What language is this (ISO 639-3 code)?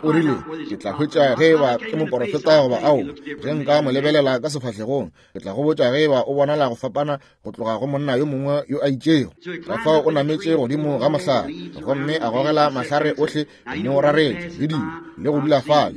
nso